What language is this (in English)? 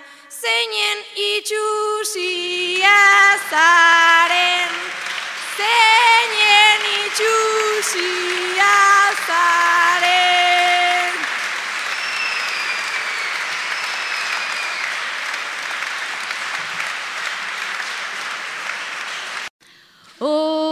Basque